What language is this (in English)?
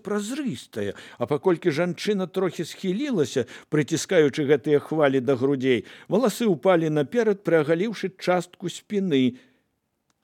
Belarusian